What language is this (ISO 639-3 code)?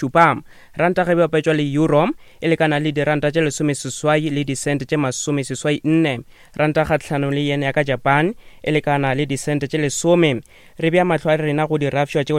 nso